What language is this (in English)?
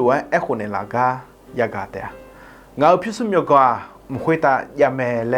Akha